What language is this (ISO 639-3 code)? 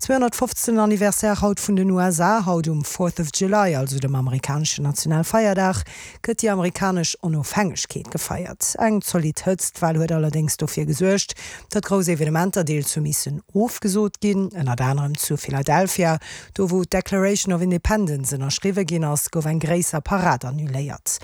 ltz